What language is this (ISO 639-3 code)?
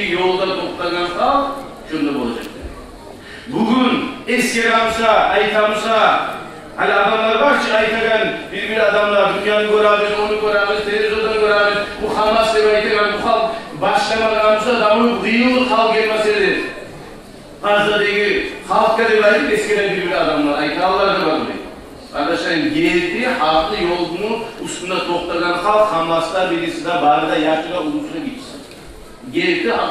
kum